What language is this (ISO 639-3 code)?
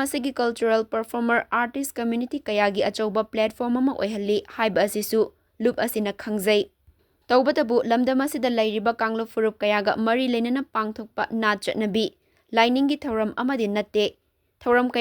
mni